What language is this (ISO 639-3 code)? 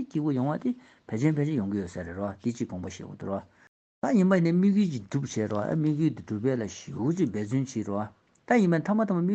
bod